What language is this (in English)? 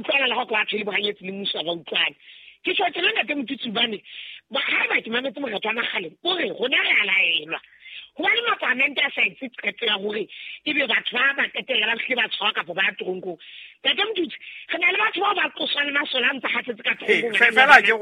Southern Sotho